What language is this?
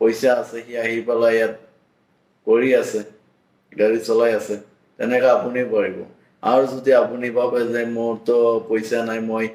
Assamese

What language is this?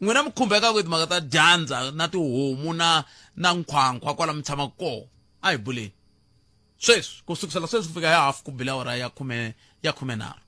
Tsonga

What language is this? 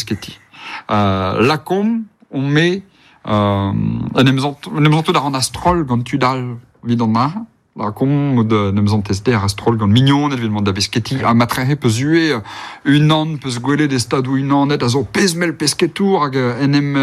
Breton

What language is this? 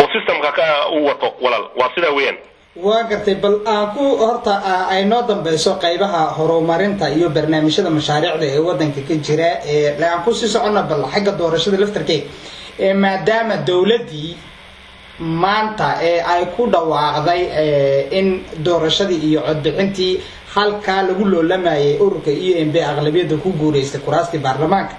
Somali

